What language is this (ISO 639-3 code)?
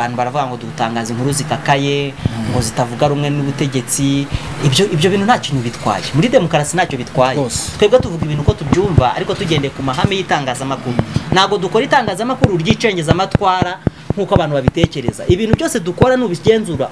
kin